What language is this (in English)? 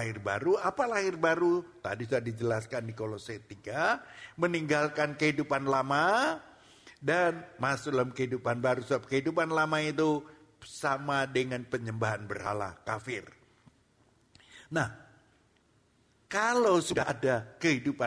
Indonesian